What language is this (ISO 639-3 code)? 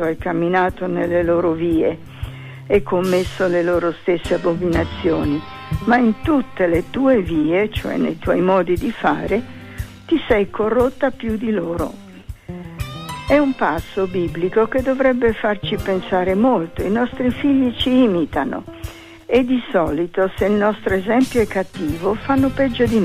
ita